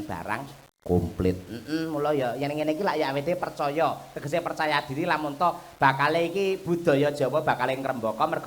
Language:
Javanese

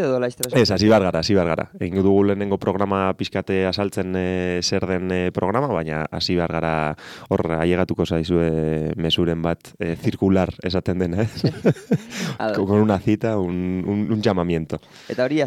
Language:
Basque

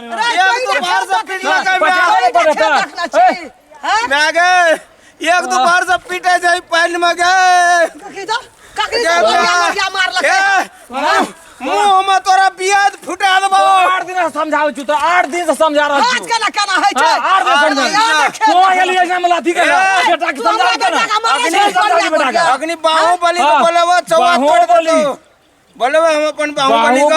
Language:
Maithili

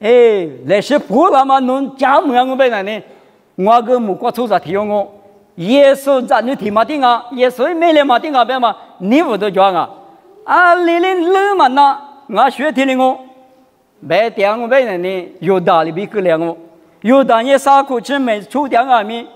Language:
Lisu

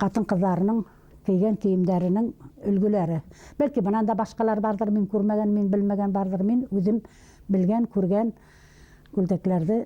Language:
Bashkir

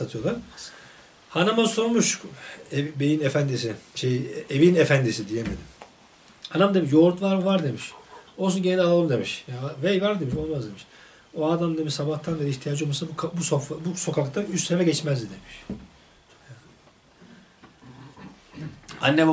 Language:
Turkish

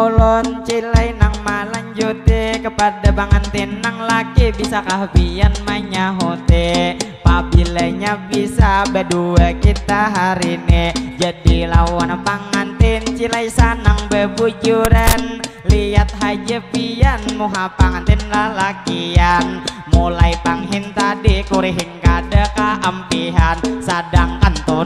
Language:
Banjar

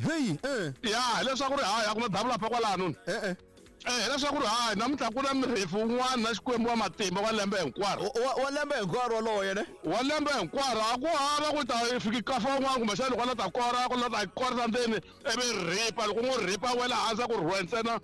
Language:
Tsonga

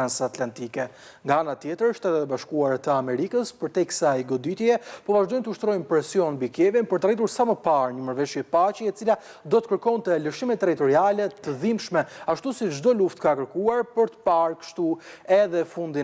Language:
Albanian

